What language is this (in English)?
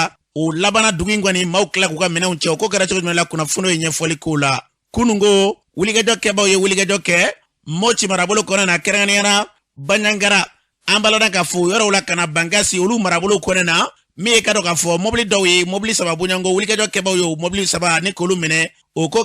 Bambara